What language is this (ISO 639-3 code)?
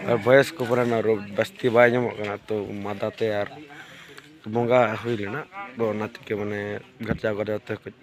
sat